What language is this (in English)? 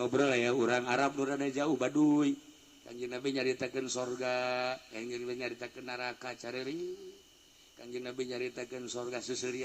Sundanese